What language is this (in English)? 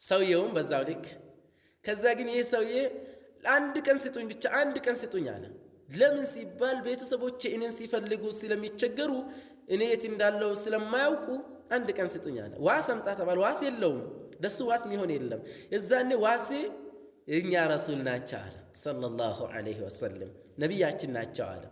Amharic